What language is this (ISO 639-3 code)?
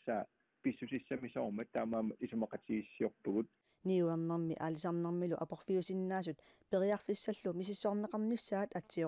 kal